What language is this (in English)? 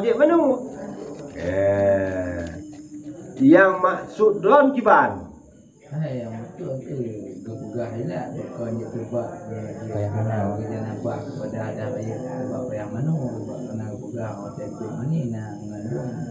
Achinese